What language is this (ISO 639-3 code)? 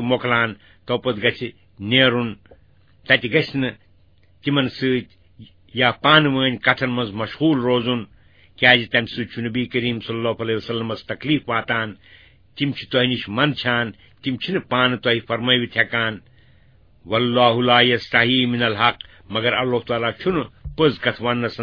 kas